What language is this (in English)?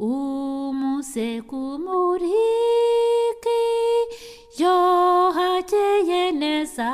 Kinyarwanda